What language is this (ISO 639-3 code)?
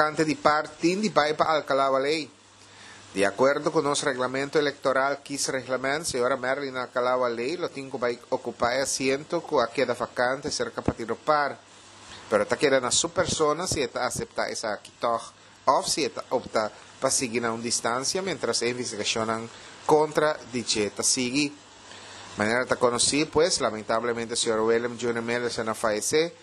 pap